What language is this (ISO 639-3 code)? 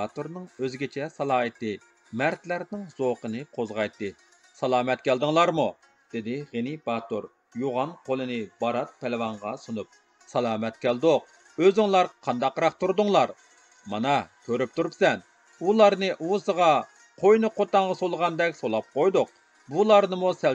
uig